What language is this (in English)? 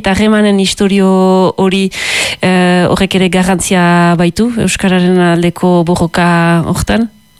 Basque